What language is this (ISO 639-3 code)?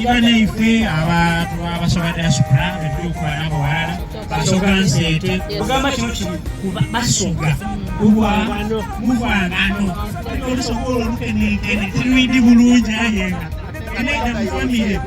xog